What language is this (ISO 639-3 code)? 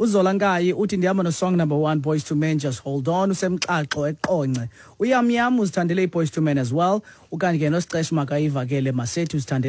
xho